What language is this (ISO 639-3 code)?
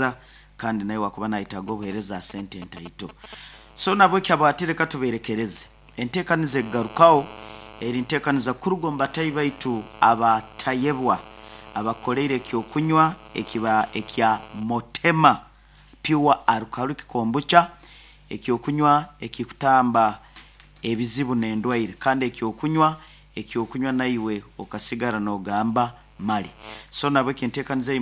nyo